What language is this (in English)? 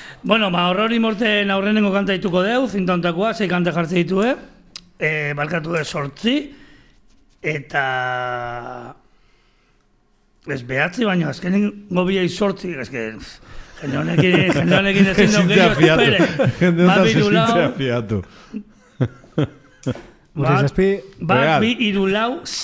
Basque